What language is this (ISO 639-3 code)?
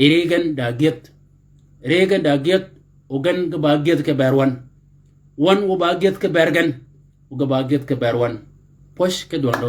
shk